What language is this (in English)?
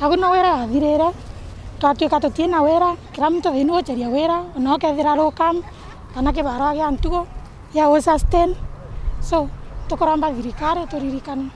Meru